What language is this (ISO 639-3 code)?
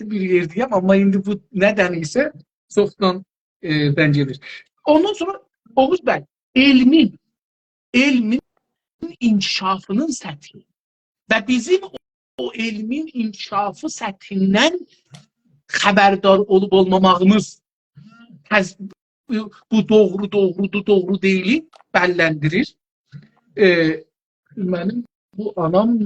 azb